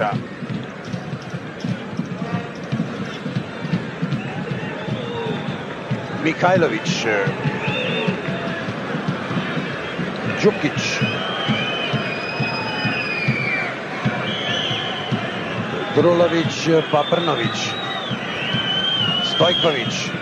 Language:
Serbian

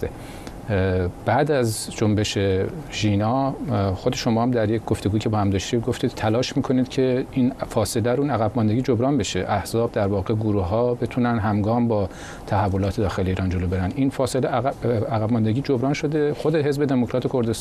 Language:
Persian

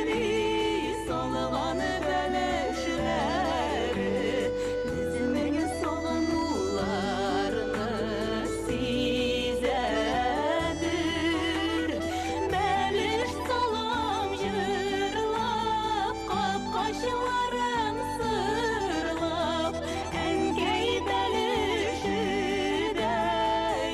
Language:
Bashkir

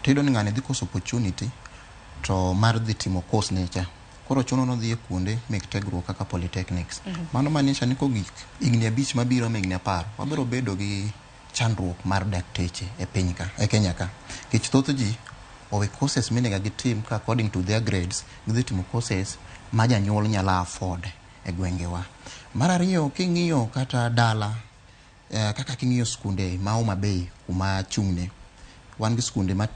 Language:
Luo (Kenya and Tanzania)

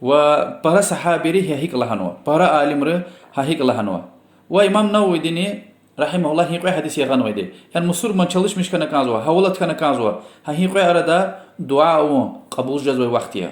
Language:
Lezghian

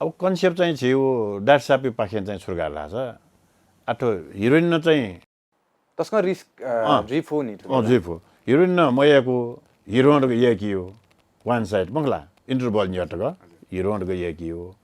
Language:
Newari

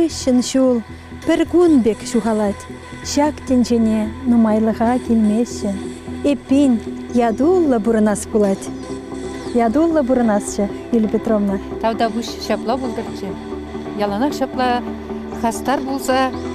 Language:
Chuvash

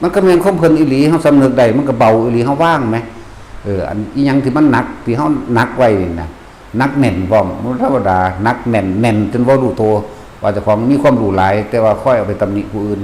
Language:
Northeastern Thai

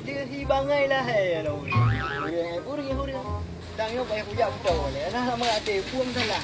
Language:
Achinese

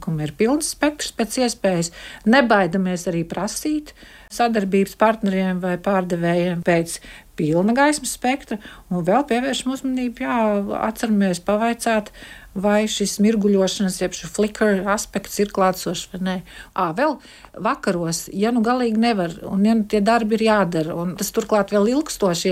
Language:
Latvian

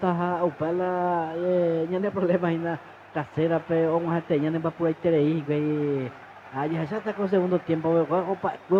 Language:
Guarani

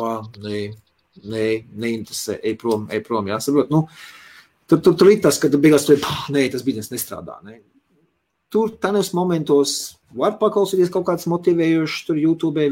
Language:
Latvian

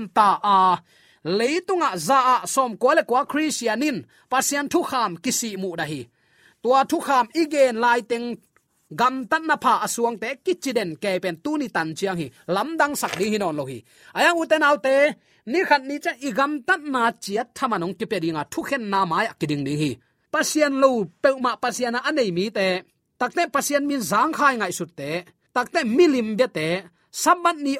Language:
Tedim Chin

